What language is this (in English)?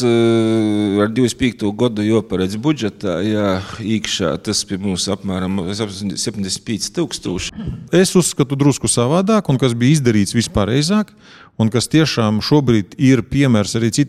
Latvian